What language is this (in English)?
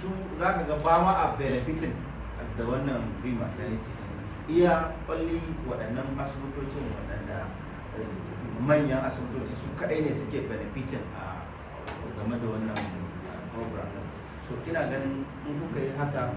Hausa